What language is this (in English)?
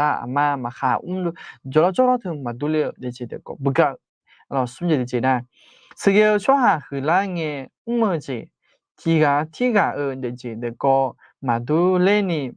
Akha